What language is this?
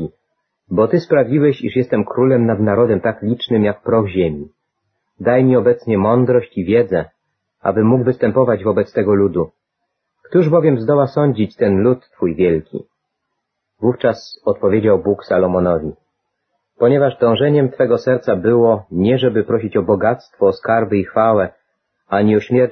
Polish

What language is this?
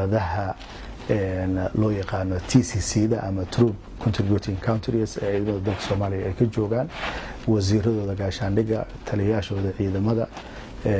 Somali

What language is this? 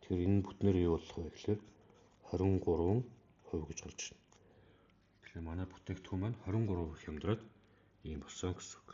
Mongolian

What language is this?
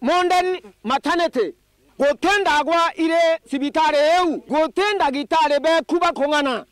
Meru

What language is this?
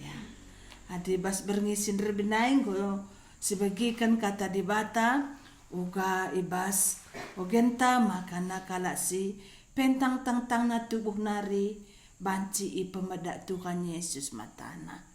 Batak Karo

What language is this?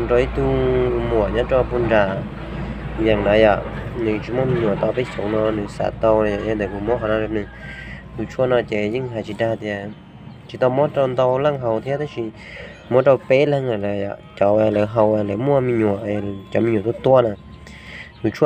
Hmong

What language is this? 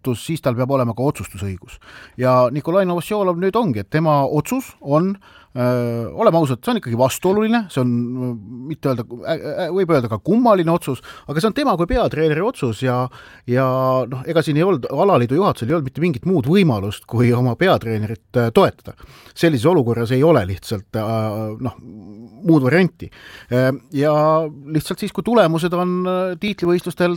Estonian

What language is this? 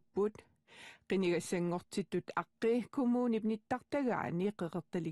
Kalaallisut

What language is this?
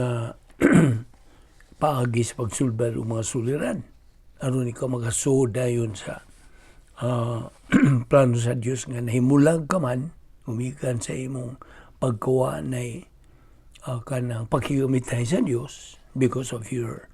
Cebuano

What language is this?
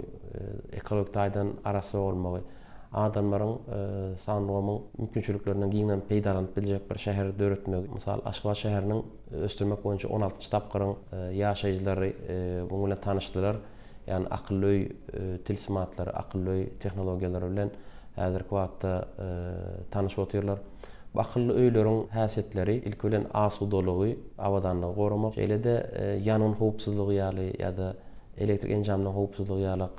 Turkmen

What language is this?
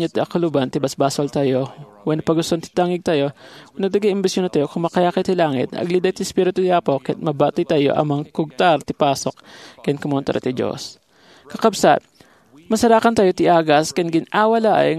Iloko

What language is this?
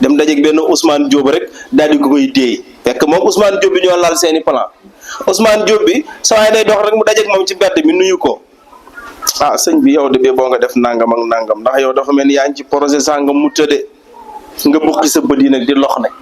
Wolof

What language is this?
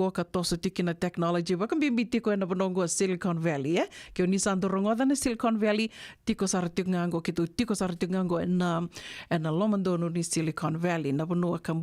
Fijian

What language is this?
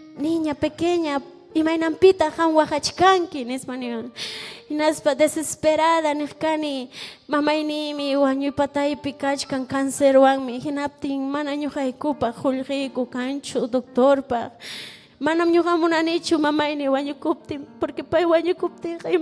Ayacucho Quechua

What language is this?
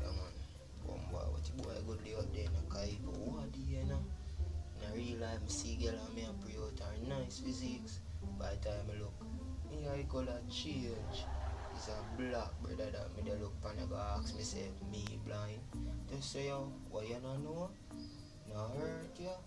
Jamaican Creole English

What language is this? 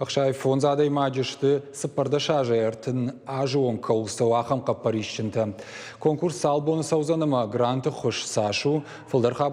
Ossetic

